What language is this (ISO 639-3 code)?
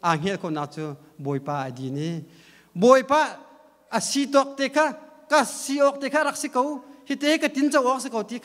cnh